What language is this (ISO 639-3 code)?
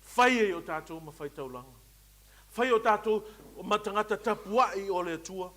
smo